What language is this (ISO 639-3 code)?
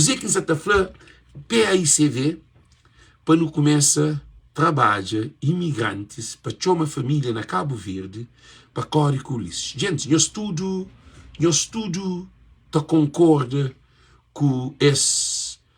kea